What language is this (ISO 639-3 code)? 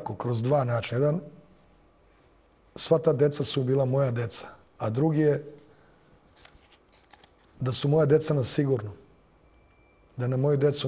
srp